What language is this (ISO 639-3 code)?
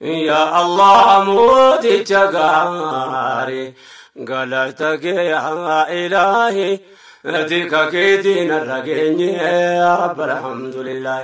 orm